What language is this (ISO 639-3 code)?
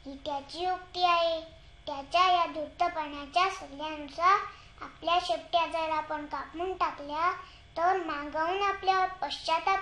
mar